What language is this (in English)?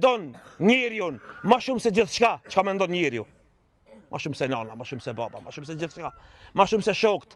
Albanian